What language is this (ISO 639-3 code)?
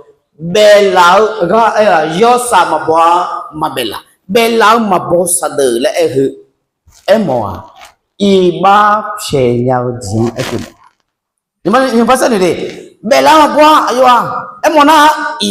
ahk